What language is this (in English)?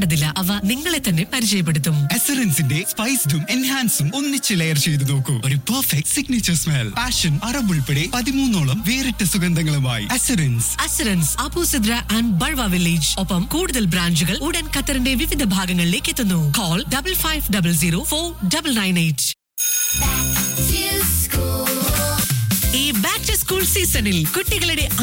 Malayalam